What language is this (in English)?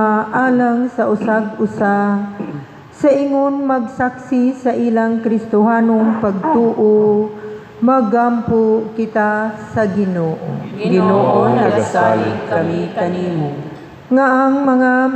Cebuano